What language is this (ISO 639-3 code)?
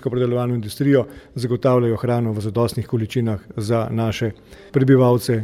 slv